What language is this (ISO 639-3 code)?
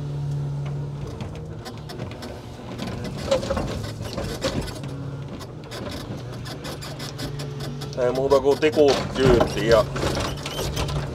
fin